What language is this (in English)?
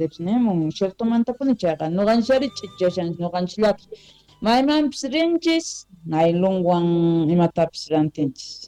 Quechua